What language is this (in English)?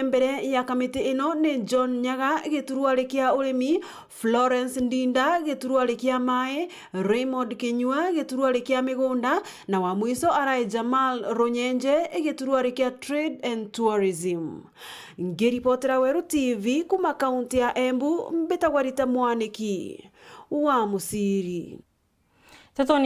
Meru